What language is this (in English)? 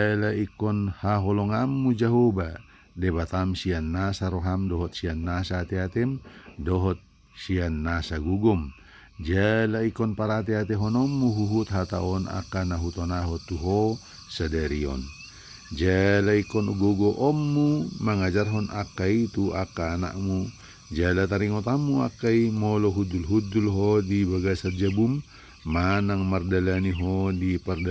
Batak Toba